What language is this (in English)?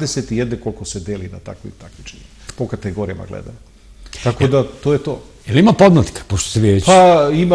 Serbian